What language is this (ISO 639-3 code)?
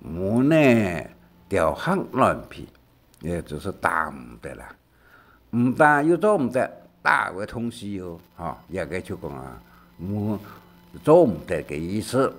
hak